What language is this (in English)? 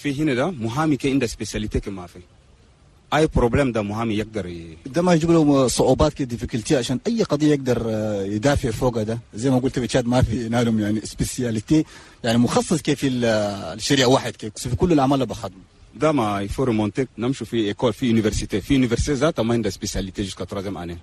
Chadian Arabic